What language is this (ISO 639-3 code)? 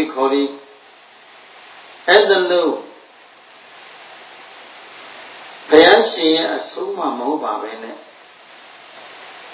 mya